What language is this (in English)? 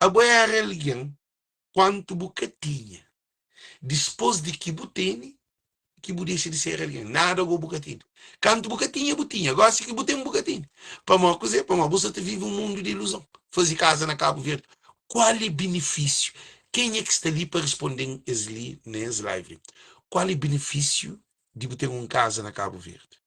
Kabuverdianu